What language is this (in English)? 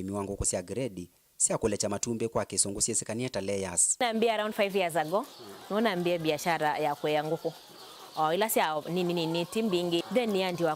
Kamba